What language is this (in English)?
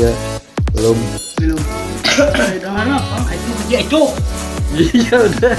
Banjar